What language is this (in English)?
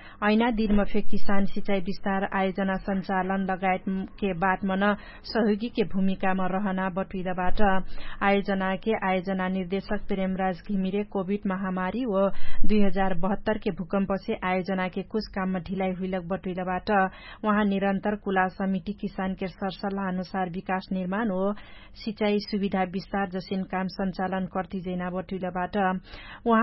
Dangaura Tharu